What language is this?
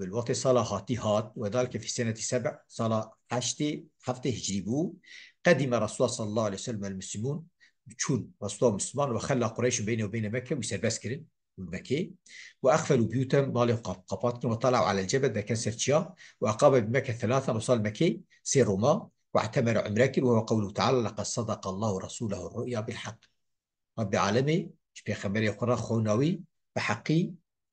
Kurdish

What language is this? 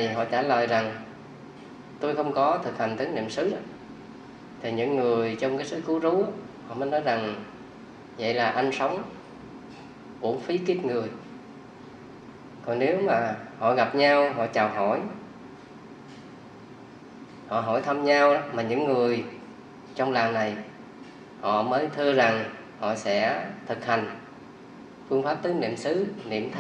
Vietnamese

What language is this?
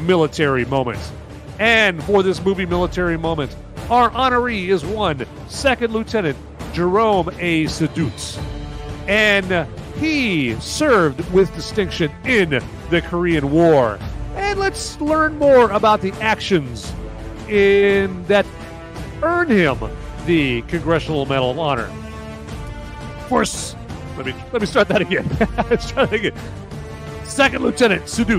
English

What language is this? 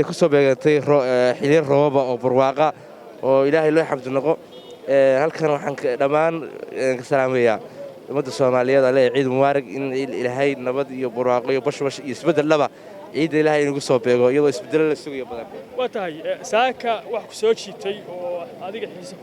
Somali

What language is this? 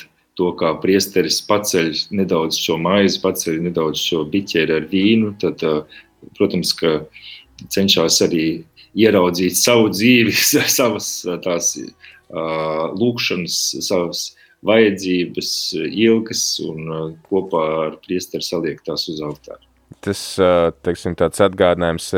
Latvian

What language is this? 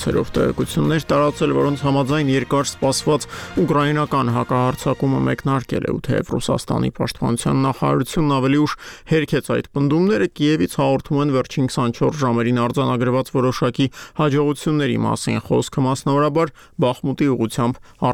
Armenian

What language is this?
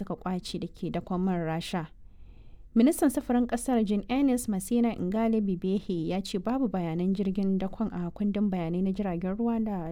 Hausa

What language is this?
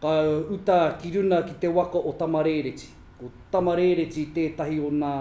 Māori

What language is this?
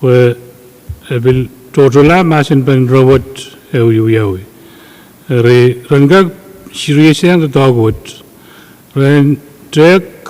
Pohnpeian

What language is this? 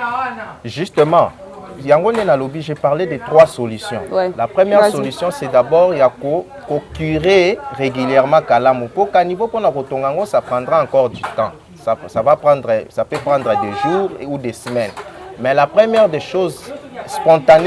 Lingala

